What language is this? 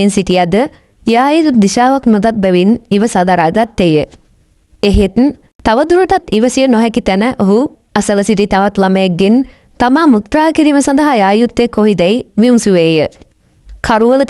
Sinhala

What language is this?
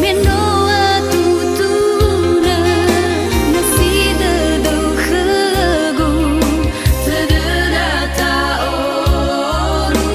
Nias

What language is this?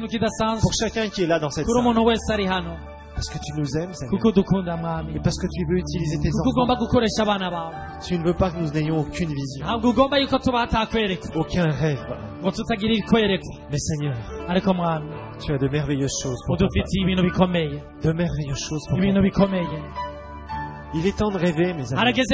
Kinyarwanda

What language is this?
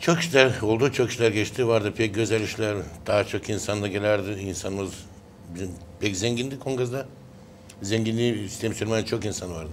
Gagauz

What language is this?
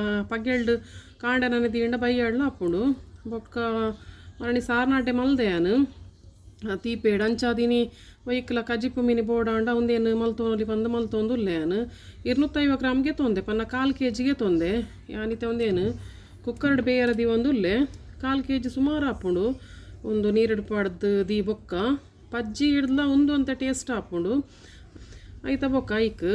Tulu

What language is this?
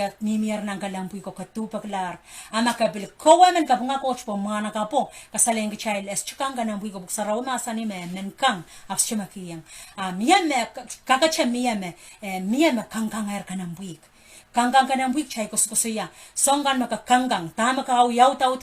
Pohnpeian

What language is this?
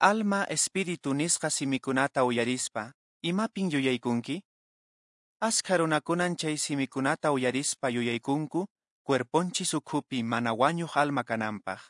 Quechua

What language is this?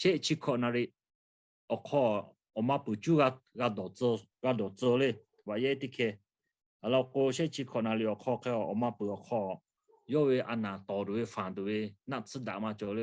Lahu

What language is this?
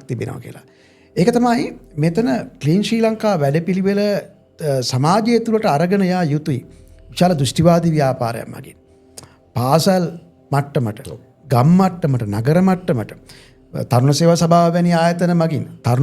Sinhala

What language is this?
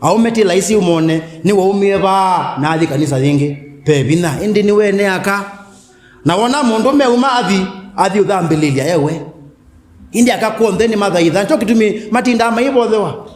Kamba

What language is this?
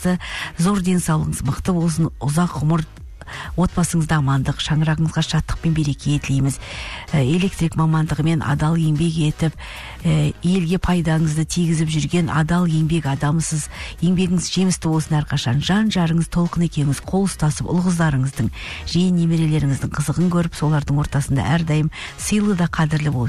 Kazakh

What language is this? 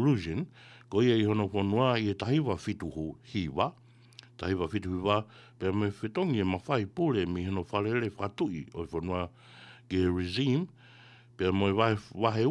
Tongan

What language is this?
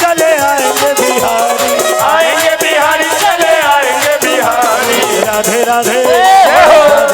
Chhattisgarhi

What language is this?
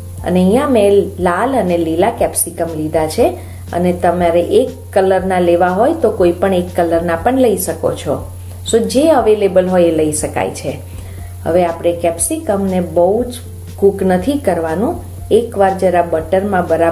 Gujarati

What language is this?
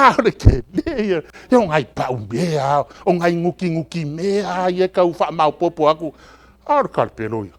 Samoan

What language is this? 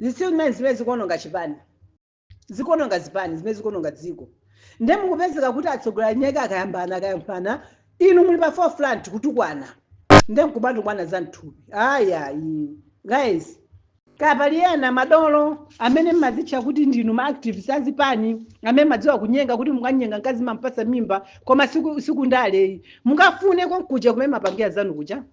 Nyanja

